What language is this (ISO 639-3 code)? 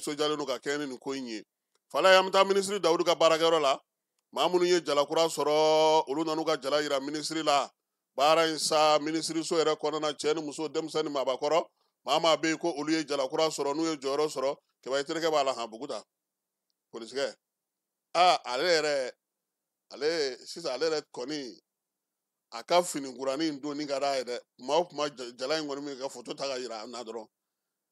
bam